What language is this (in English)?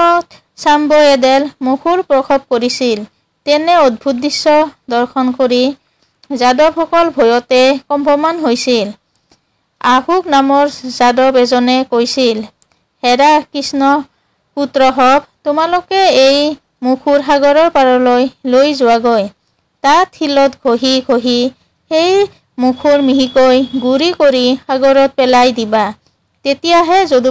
Assamese